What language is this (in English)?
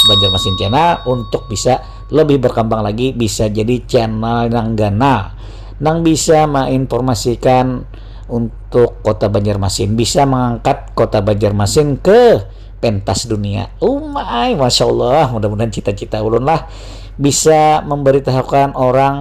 Banjar